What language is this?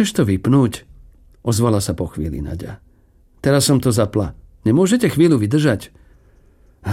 Slovak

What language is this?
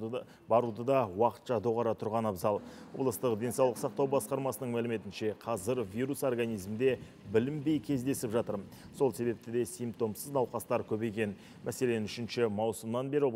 Kazakh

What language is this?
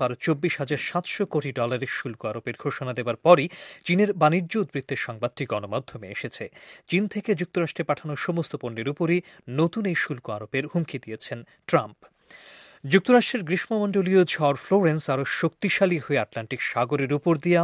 Bangla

